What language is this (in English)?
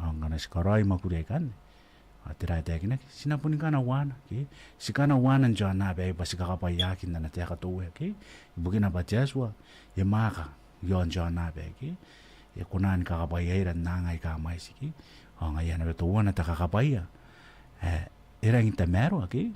Gilbertese